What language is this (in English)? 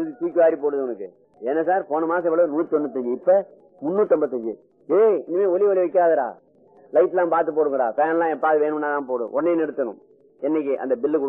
Tamil